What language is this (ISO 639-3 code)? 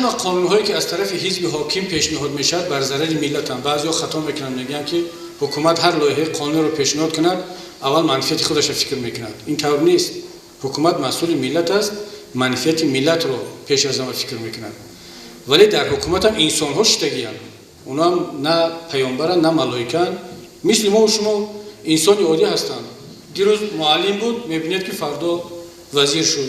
tgk